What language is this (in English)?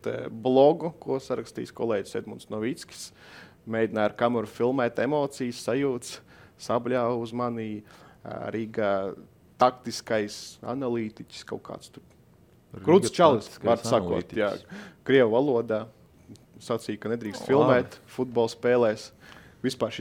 Latvian